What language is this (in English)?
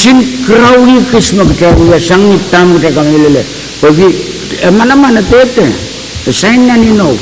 Pohnpeian